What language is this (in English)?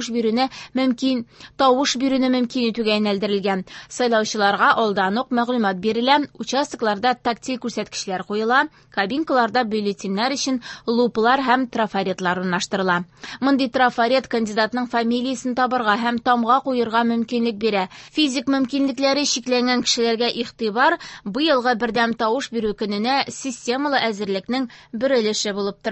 Tatar